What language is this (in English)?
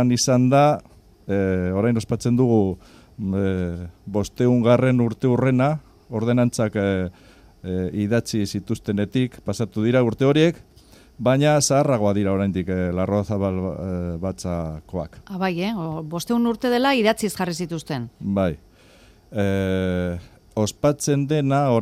Basque